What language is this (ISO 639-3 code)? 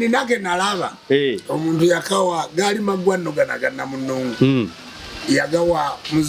lug